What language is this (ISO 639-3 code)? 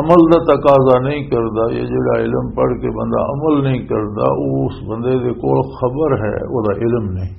lah